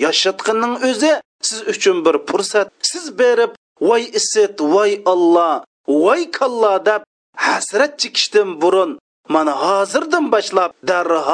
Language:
Uyghur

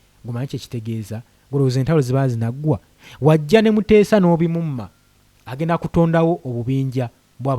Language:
Ganda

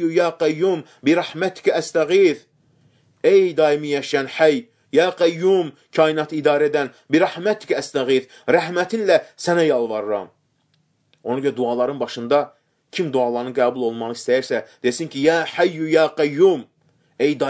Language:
Azerbaijani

